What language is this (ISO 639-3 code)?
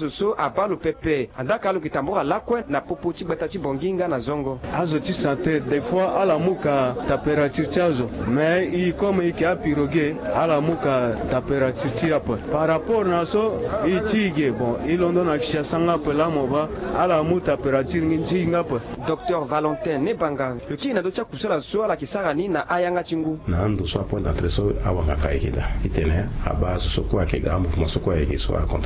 sag